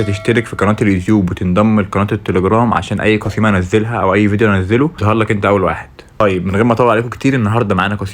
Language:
Egyptian Arabic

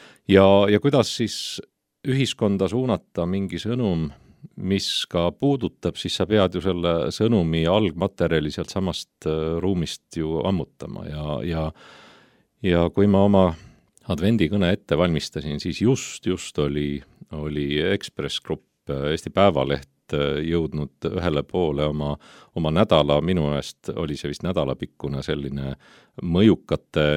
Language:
Estonian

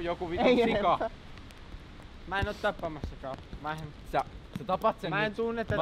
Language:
Finnish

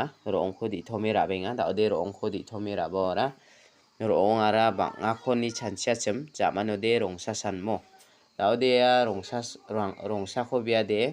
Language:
Garo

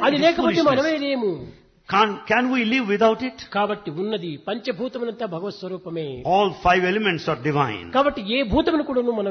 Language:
Telugu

